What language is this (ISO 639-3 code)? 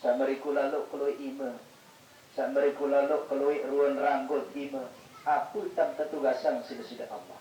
sas